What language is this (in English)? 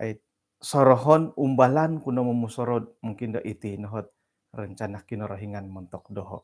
Central Dusun